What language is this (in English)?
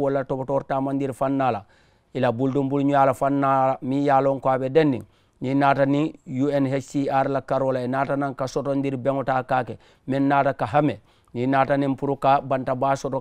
Mandingo